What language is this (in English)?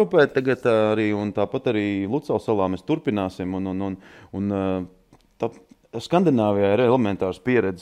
Latvian